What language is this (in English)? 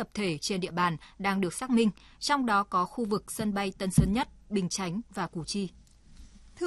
Vietnamese